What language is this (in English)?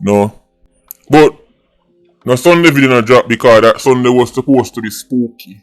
Jamaican Creole English